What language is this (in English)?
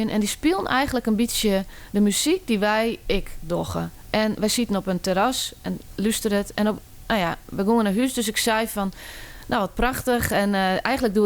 Western Frisian